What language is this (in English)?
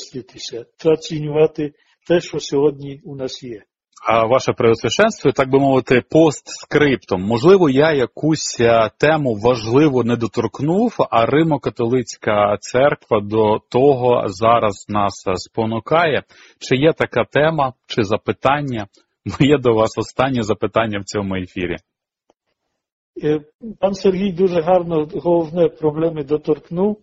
Ukrainian